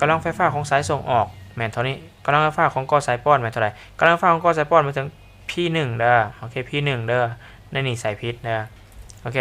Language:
Lao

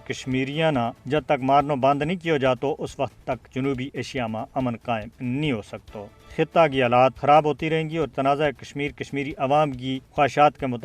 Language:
Gujari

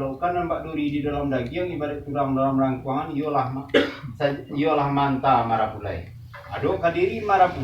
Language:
Minangkabau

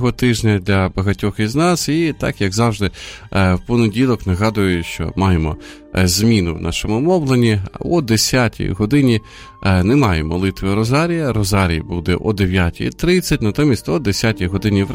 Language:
Ukrainian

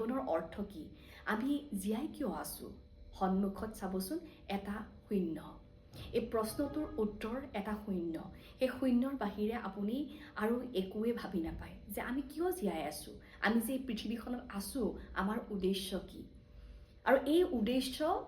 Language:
Assamese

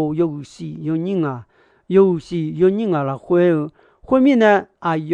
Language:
Akha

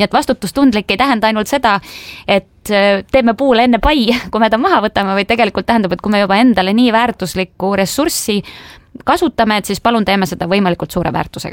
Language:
Estonian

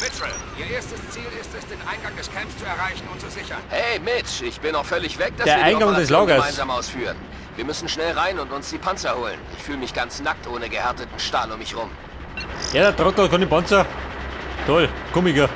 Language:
Bavarian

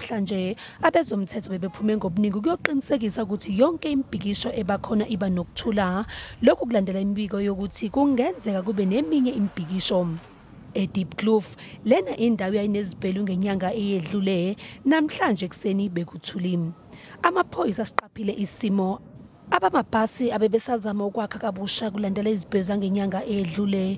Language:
Zulu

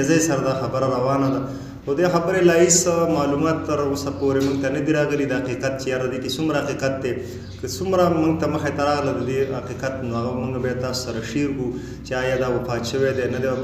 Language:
Pashto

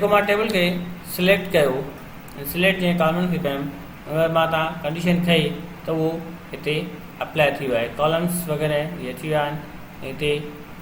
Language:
Sindhi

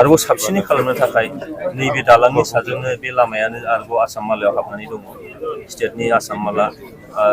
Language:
Bodo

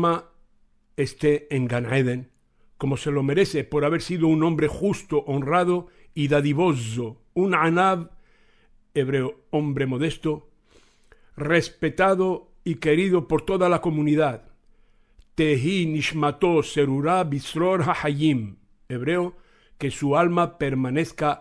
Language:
Ladino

